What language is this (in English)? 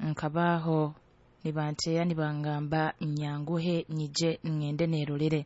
Nyoro